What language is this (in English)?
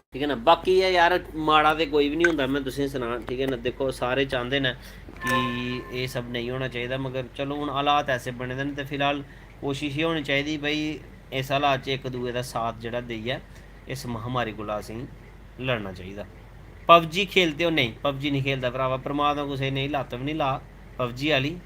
Dogri